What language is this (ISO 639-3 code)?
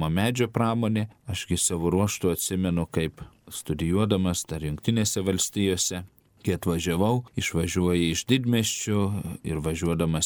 lit